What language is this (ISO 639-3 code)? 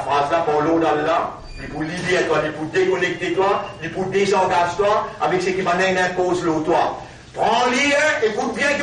mfe